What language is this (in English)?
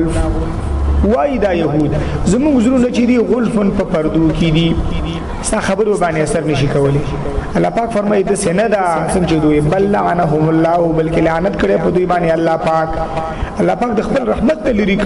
Pashto